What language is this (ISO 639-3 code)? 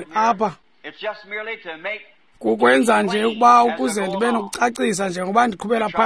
xho